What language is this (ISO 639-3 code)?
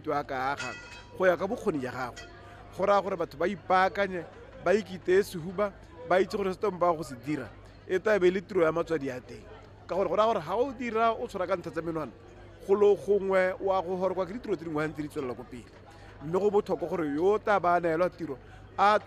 tsn